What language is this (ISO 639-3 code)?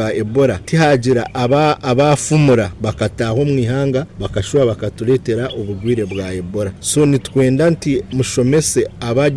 nyn